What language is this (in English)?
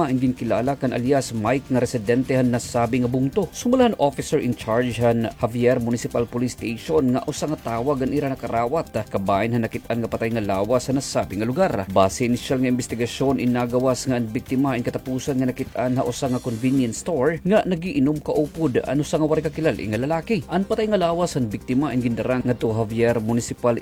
Waray